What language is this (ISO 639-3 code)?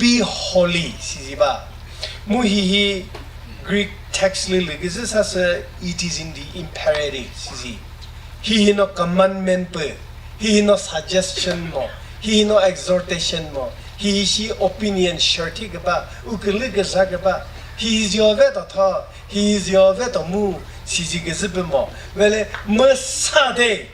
nri